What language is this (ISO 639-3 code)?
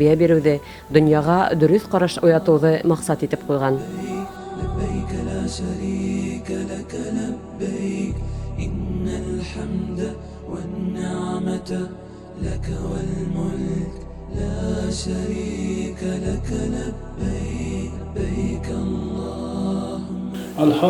bak